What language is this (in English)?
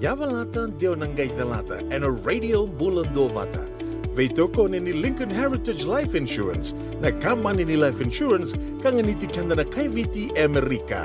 Fijian